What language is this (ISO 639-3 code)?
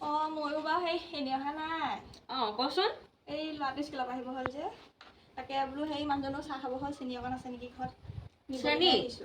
asm